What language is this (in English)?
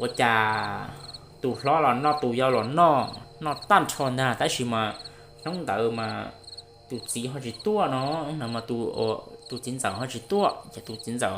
Hmong